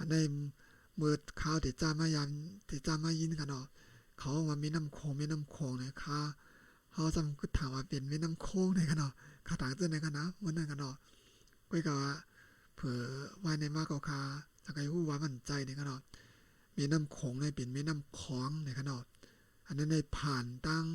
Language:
Shan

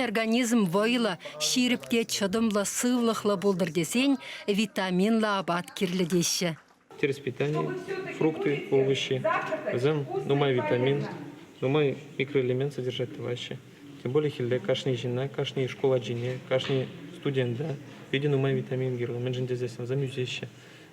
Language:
Chuvash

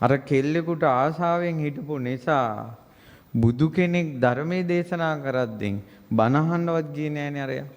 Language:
Sinhala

